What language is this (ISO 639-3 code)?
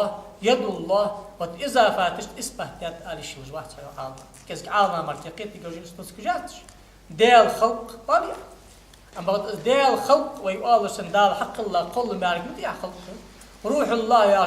inh